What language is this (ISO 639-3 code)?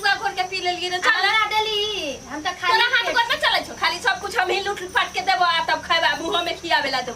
mai